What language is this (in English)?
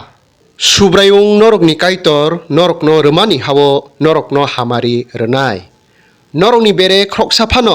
Kok Borok